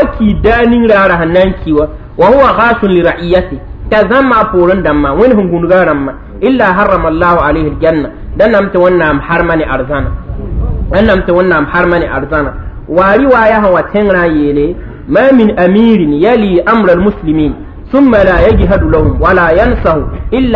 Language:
Mossi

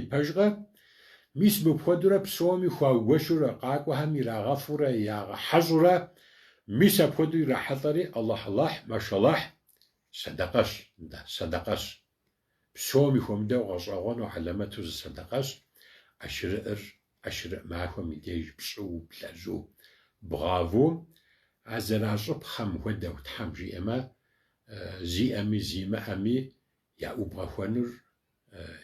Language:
Kabardian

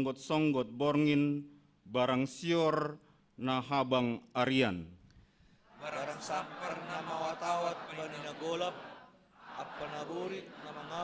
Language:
Batak Simalungun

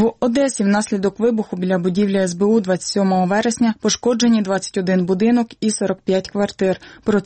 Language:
Ukrainian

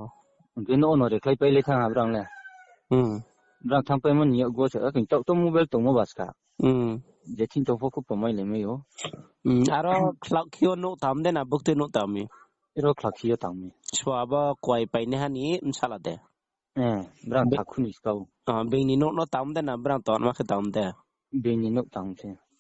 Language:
Riang (India)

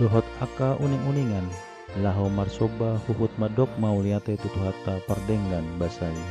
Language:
Batak Toba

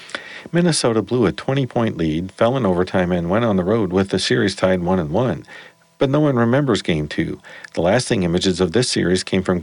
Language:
English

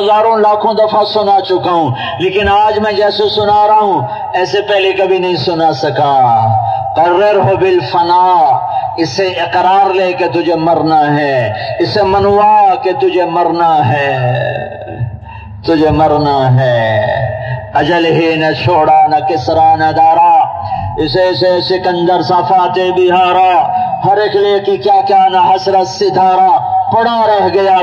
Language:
Urdu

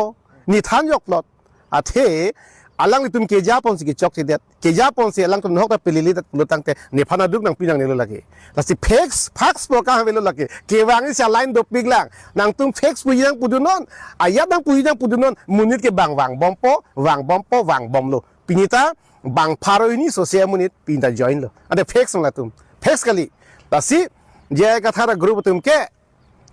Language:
Karbi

